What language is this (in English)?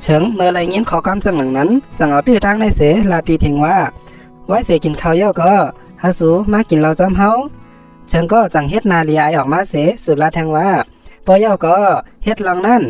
Shan